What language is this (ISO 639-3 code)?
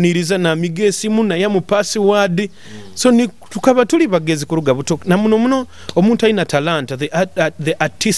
nyo